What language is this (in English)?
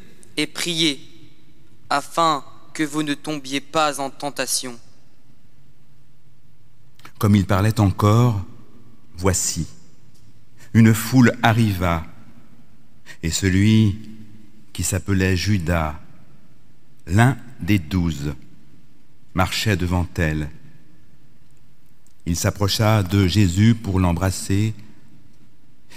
French